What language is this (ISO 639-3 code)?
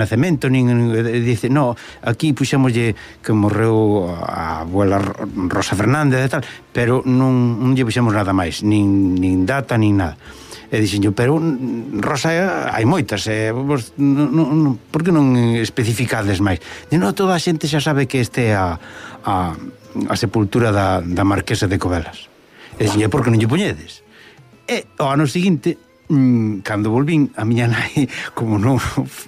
glg